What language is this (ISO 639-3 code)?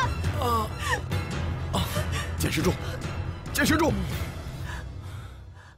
zho